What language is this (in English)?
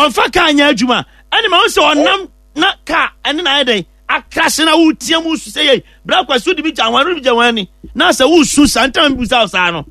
Akan